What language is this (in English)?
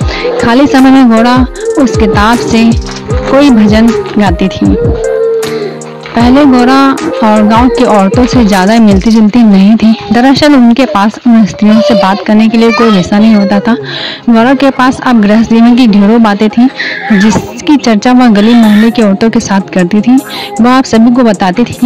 Hindi